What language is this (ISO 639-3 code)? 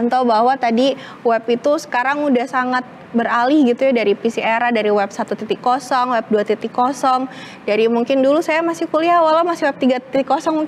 ind